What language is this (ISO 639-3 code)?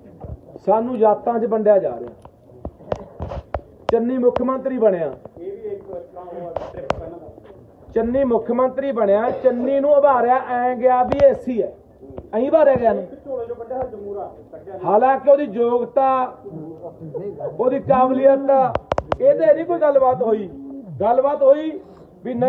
pan